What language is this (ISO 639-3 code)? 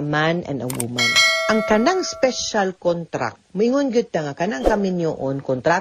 ceb